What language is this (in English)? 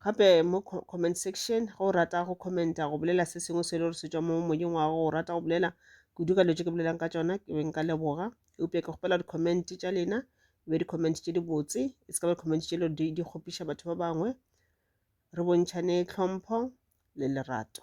Northern Sotho